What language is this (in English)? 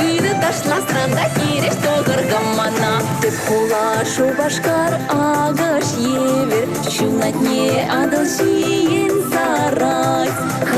Chuvash